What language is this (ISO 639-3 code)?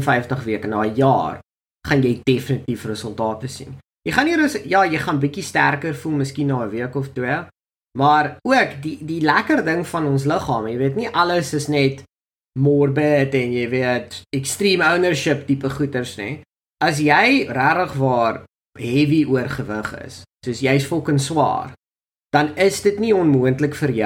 afr